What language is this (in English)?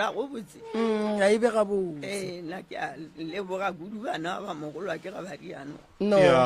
Northern Sotho